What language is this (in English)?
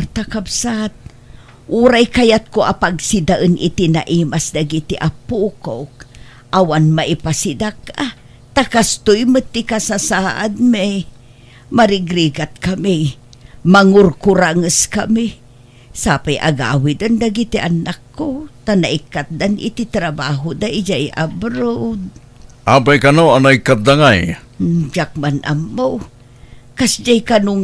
Iloko